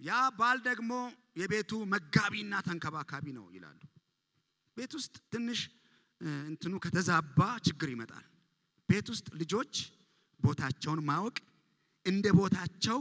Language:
Amharic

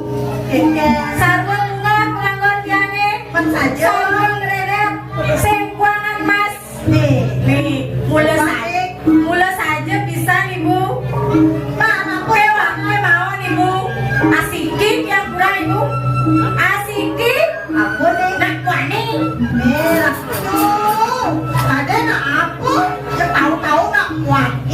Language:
Balinese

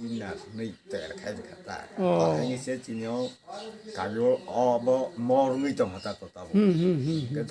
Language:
Kok Borok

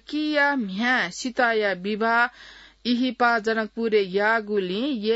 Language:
Newari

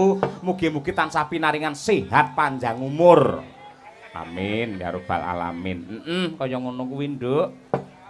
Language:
Javanese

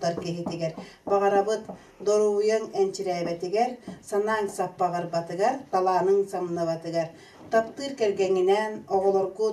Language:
Yakut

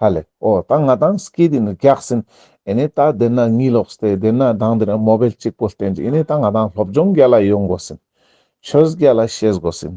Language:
Ladakhi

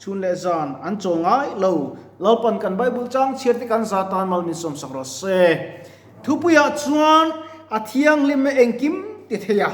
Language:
Mizo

